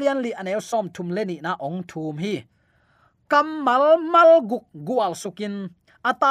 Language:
Tedim Chin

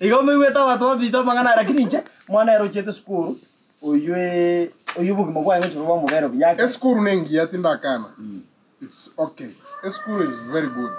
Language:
Gusii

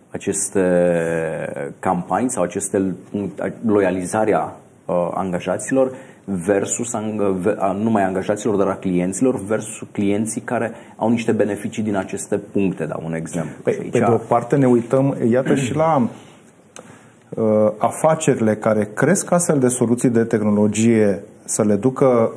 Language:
Romanian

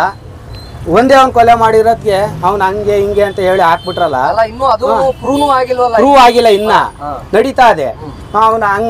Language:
Kannada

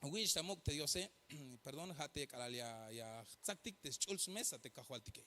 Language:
Tzeltal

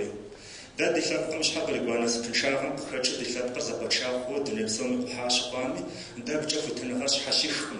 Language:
Kabardian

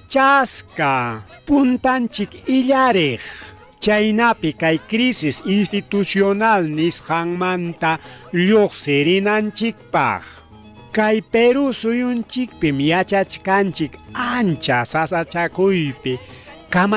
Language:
Ayacucho Quechua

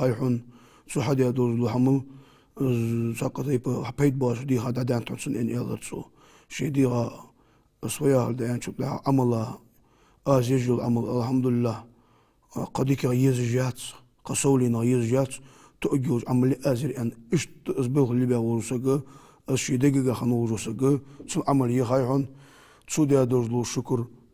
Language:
Ingush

